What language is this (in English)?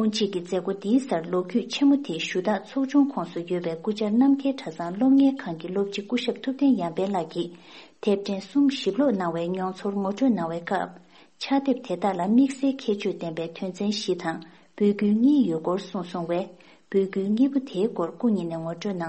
Tibetan